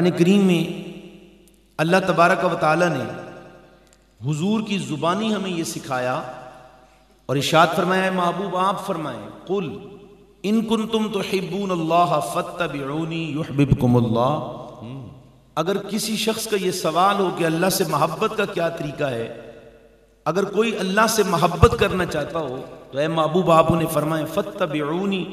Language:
Urdu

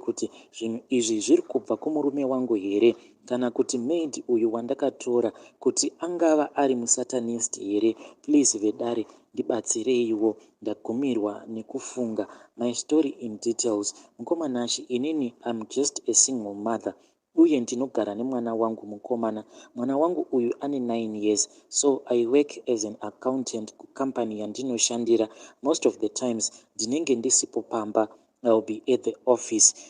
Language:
Shona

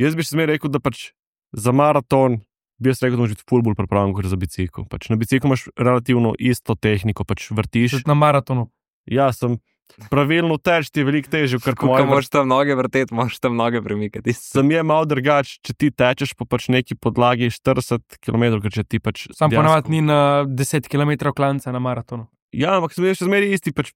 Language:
Slovenian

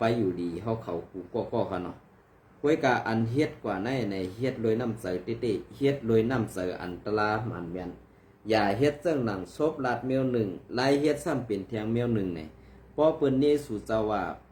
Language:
Shan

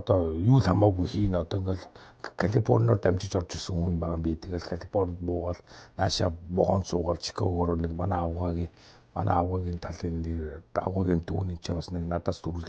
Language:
Mongolian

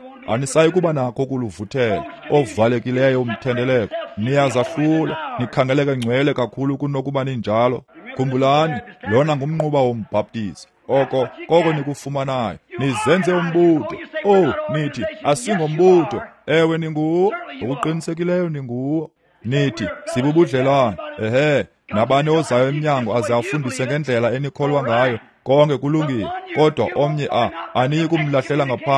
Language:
Xhosa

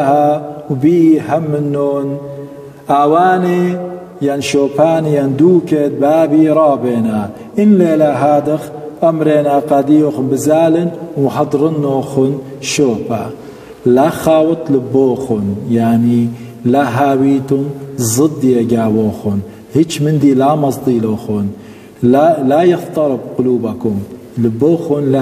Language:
Assyrian Neo-Aramaic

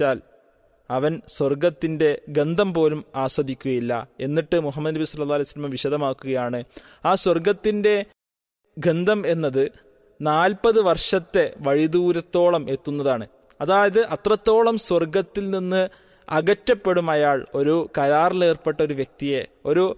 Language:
Malayalam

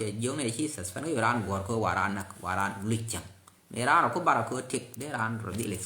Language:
Nuer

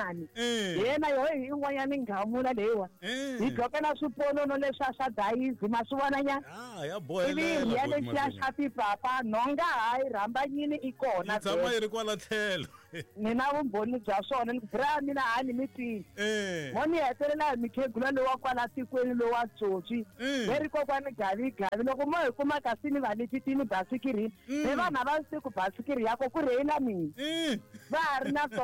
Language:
Tsonga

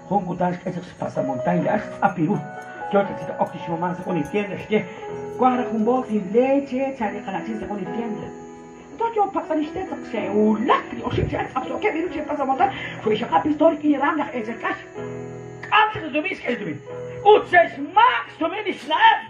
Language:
Kekchí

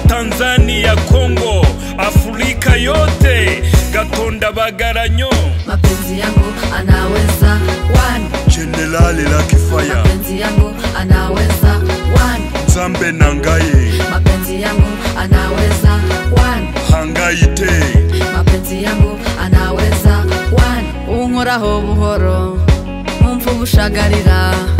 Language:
Kinyarwanda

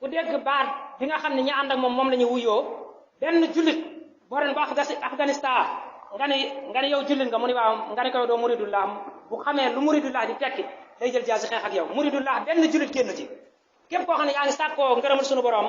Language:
Wolof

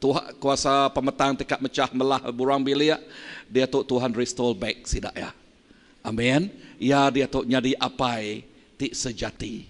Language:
Iban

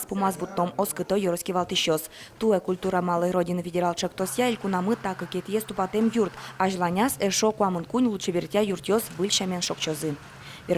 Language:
Udmurt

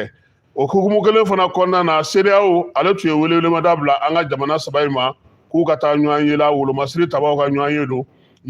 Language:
Bambara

